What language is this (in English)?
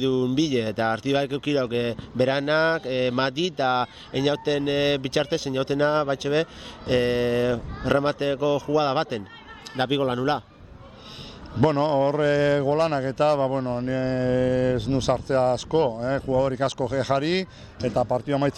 Basque